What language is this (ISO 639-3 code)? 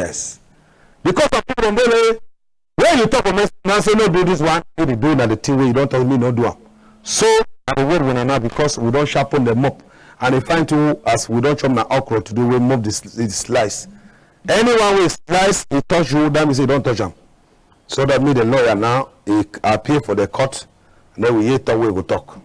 wes